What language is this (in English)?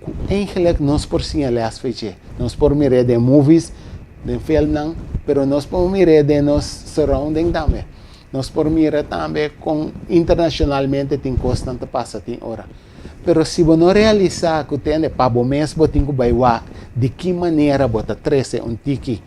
Papiamento